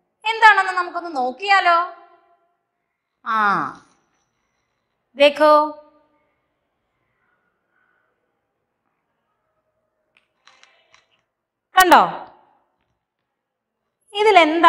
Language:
Malayalam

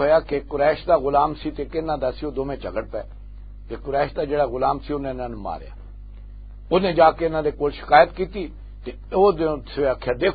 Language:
Western Panjabi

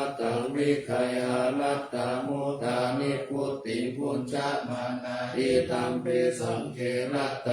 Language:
Pali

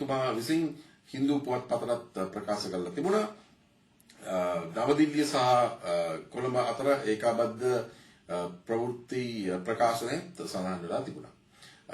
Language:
Sinhala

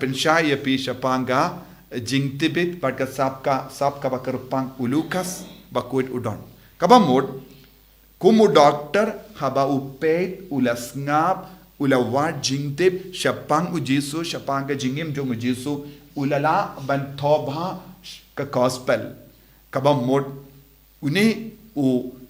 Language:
Khasi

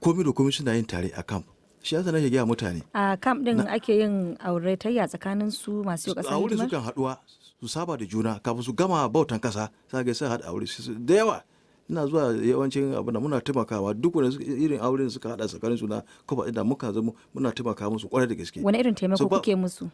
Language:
Hausa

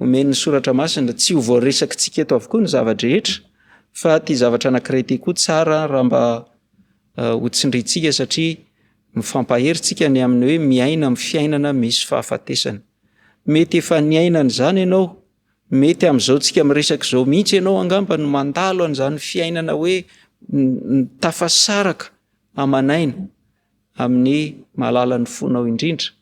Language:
Malagasy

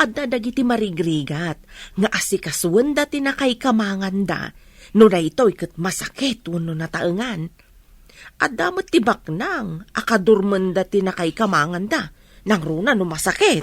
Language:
Iloko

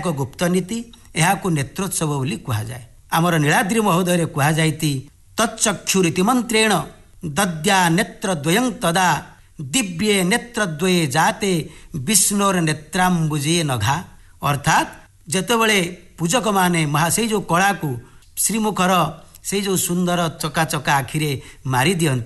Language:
Odia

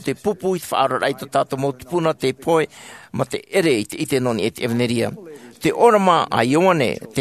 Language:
Tahitian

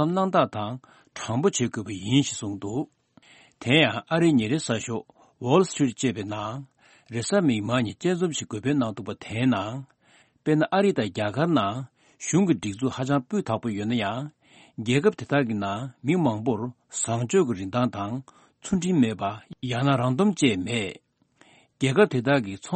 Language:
Tibetan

